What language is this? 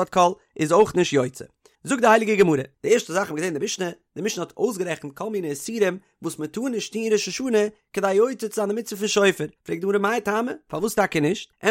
Yiddish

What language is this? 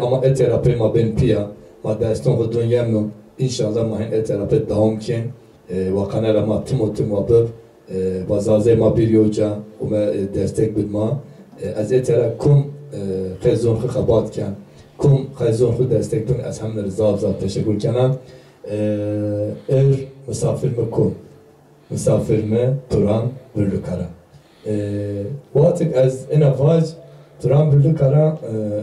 Zaza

